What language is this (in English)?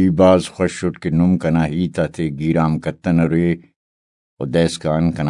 Brahui